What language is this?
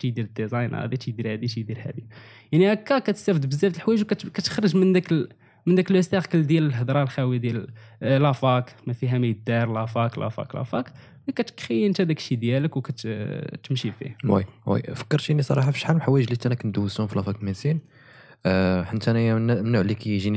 Moroccan Arabic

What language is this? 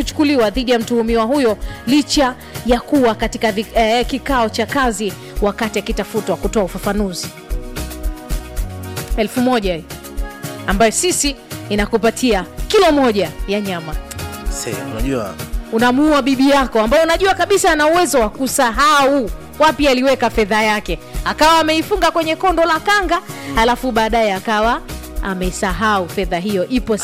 Swahili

